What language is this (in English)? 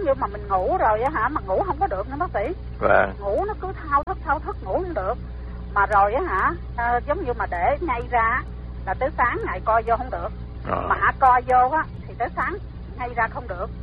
Vietnamese